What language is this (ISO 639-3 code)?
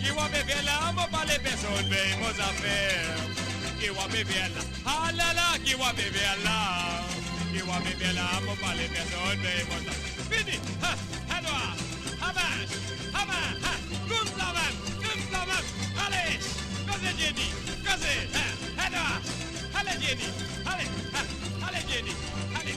mfe